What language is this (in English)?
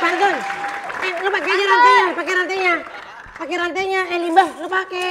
Betawi